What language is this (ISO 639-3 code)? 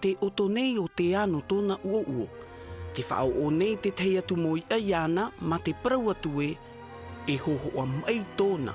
tah